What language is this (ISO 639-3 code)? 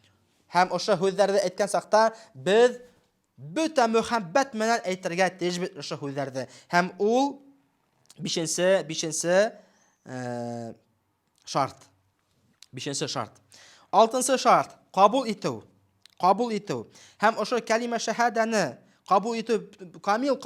bak